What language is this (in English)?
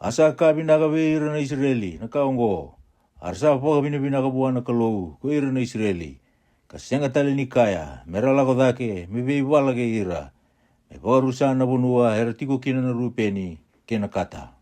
Fijian